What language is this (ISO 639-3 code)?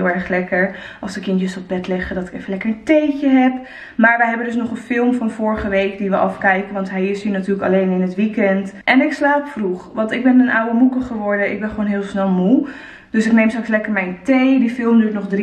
nld